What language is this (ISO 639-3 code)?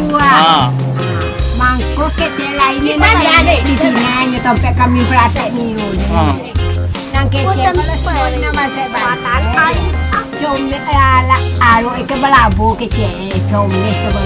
min